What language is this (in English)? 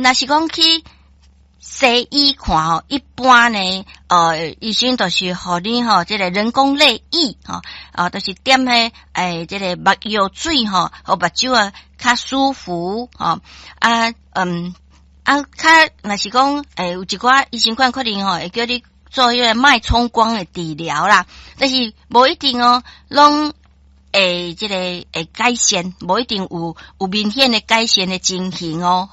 Min Nan Chinese